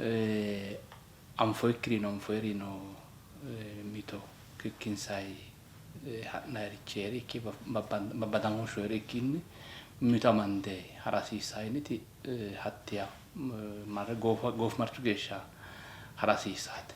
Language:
Sidamo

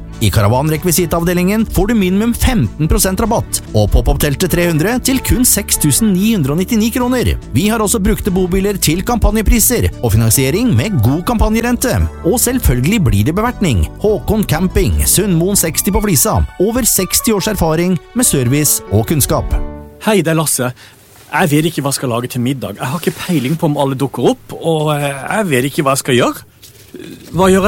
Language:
Norwegian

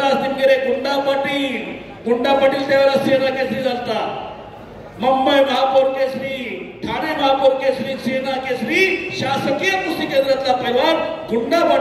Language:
Marathi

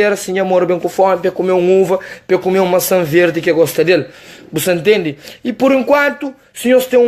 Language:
Kabuverdianu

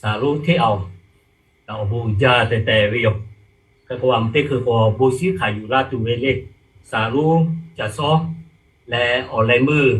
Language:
Lahu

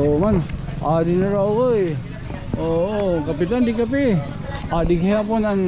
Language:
Waray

